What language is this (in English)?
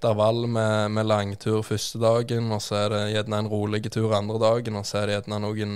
Norwegian